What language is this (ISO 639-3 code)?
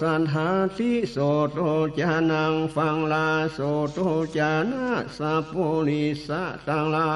nod